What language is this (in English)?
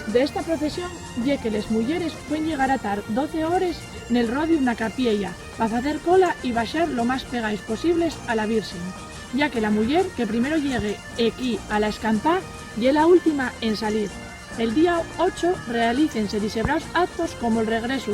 Asturian